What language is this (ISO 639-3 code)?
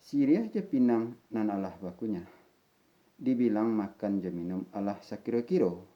min